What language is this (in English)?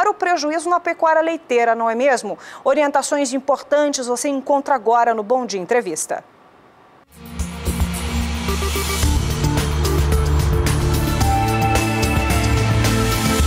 Portuguese